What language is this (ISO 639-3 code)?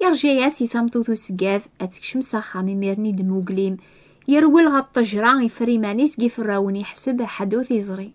kab